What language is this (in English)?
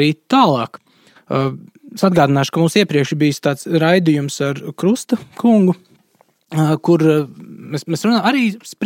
Latvian